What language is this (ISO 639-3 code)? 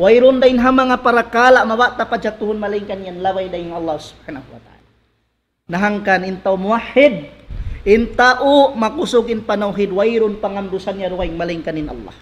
tsg